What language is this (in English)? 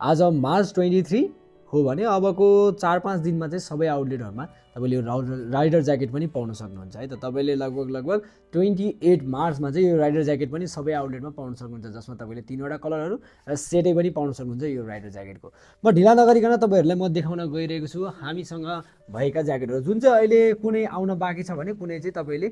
Nepali